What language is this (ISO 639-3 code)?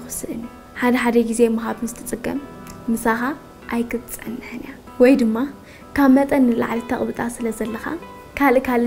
tir